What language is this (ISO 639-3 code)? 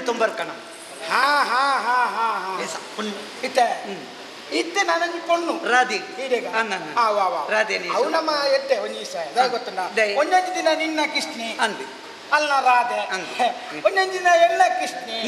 tcy